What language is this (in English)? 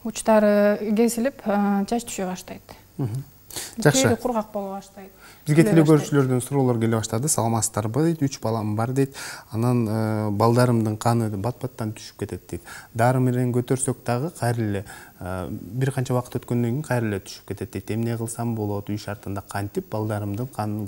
Kyrgyz